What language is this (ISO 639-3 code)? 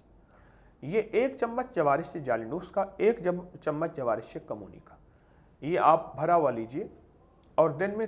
urd